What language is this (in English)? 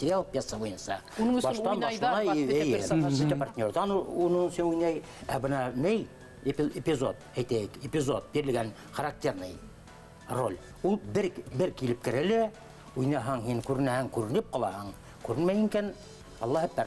Bashkir